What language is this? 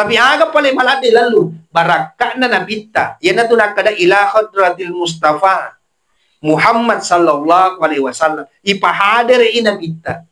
Buginese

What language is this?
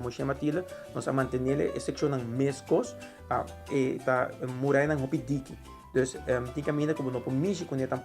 Papiamento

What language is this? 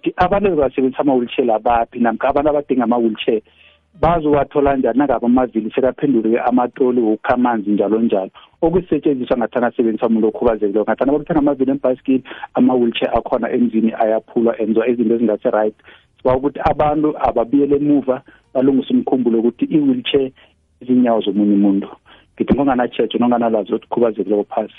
South Ndebele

